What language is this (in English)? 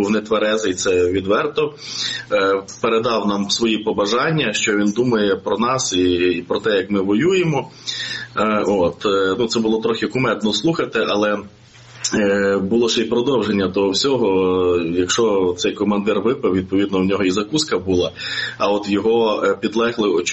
Ukrainian